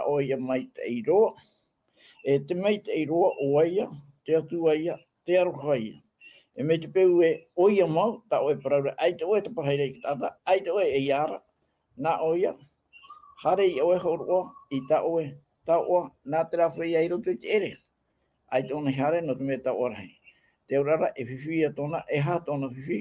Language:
Tahitian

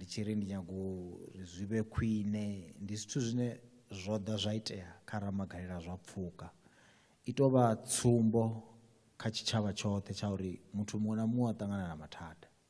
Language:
Venda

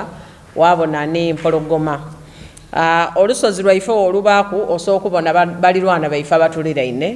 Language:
Soga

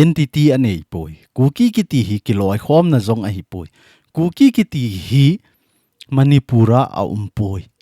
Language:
Thado Chin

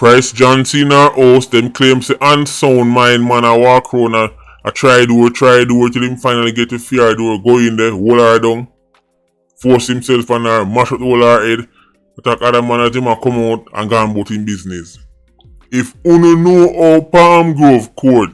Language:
Jamaican Creole English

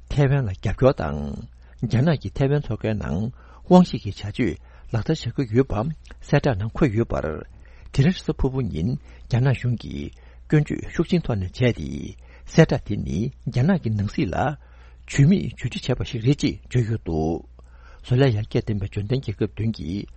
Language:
Tibetan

